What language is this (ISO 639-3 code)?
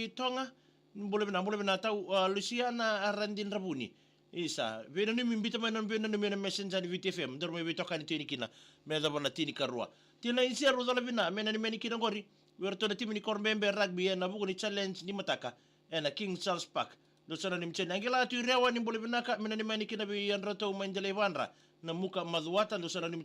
fij